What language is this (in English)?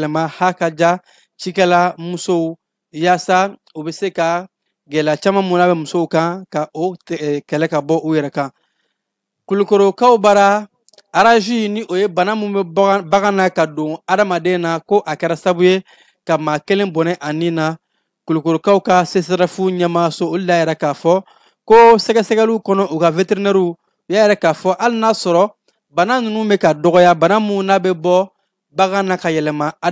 Bambara